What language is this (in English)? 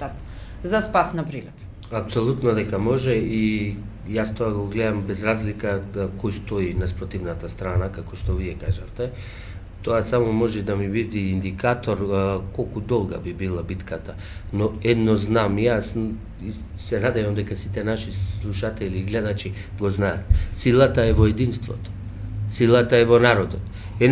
Macedonian